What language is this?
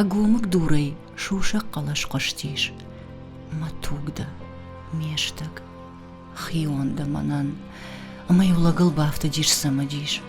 Ossetic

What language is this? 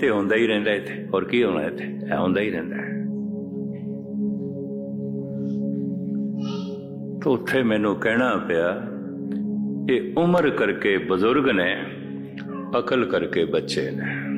Punjabi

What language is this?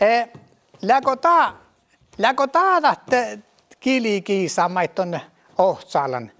Northern Sami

